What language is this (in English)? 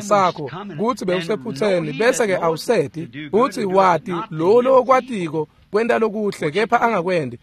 Swati